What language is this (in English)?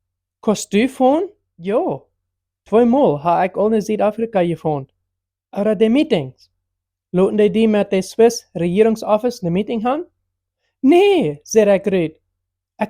Plautdietsch